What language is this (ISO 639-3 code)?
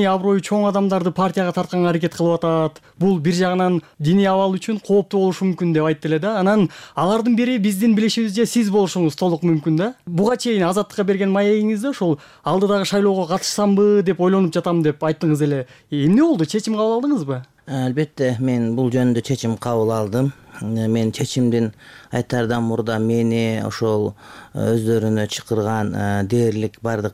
kir